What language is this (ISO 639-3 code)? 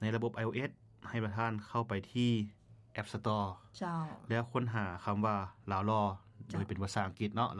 lao